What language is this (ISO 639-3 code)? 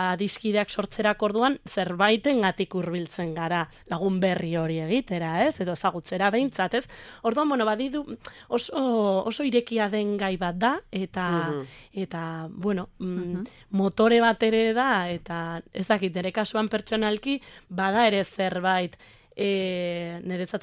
eus